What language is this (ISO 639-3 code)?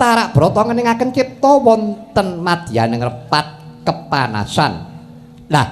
jav